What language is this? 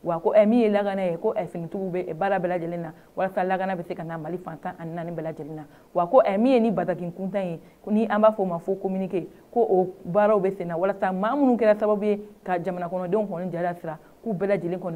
Bambara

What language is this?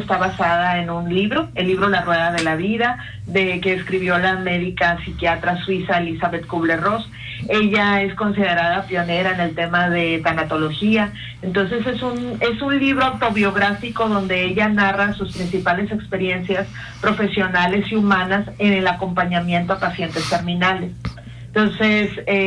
Spanish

